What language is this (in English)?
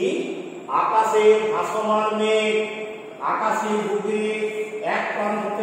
Bangla